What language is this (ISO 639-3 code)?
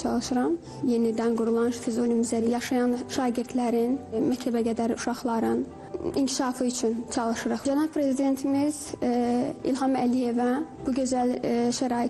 aze